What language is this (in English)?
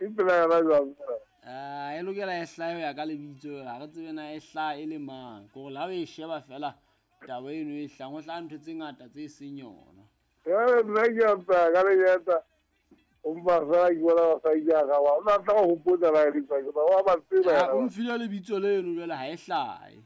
Southern Sotho